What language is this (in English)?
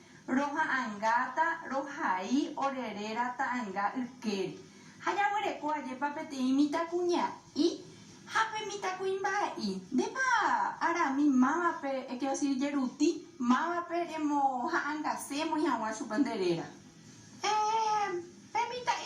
Guarani